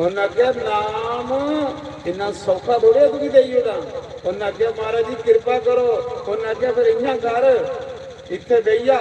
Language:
Dogri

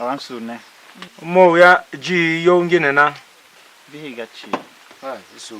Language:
Tiv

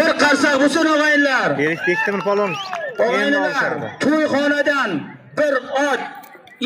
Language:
Uzbek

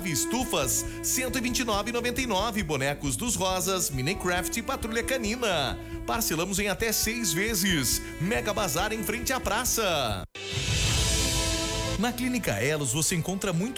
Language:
Portuguese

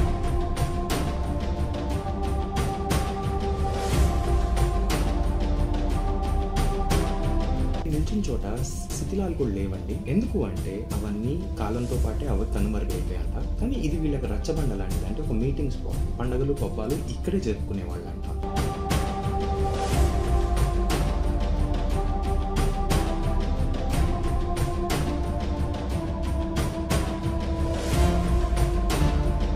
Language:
Telugu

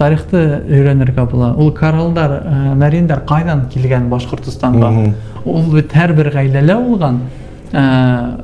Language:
Bashkir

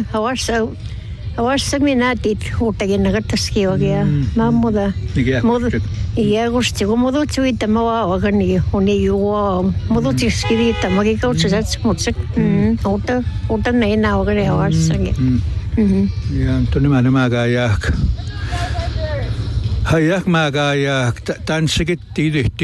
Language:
Finnish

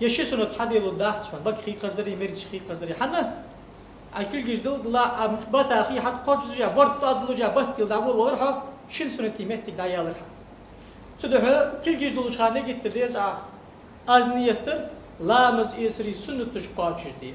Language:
Ingush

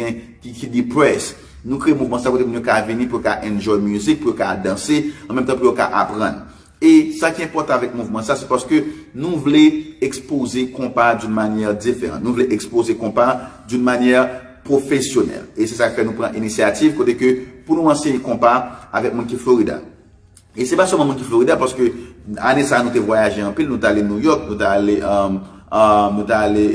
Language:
Haitian Creole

